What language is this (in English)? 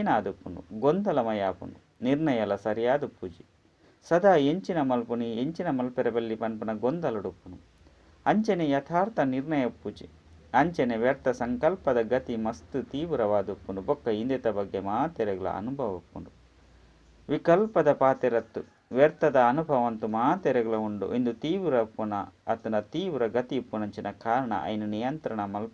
Tulu